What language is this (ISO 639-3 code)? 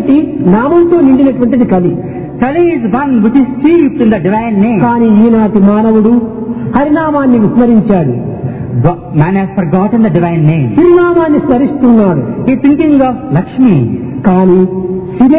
tel